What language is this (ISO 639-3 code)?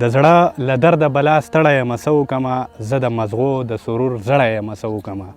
pus